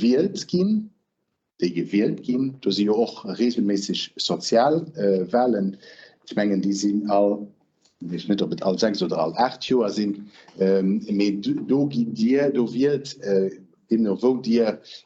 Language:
Luxembourgish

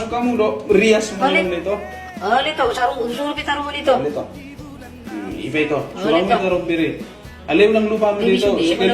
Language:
Batak Toba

